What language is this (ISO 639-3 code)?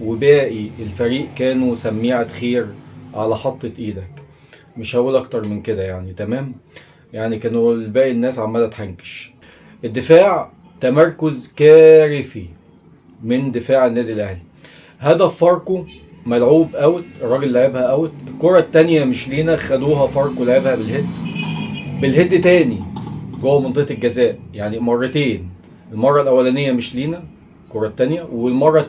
arz